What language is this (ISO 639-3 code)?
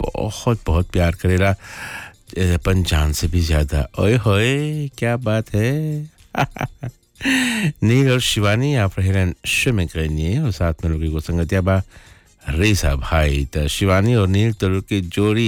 bho